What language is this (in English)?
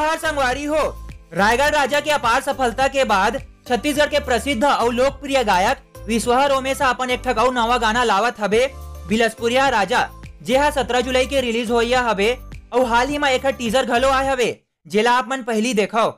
Chhattisgarhi